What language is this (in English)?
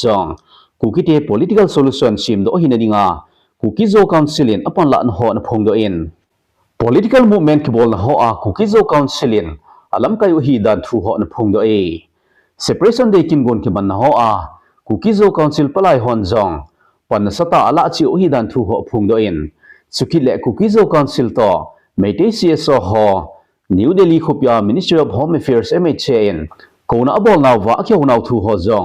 Thado Chin